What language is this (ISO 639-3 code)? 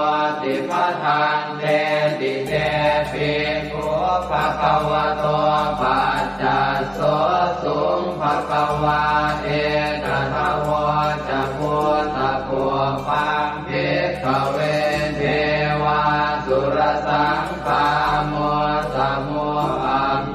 pli